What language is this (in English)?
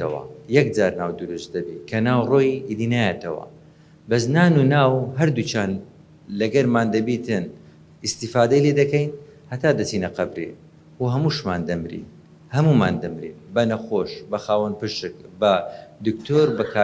Central Kurdish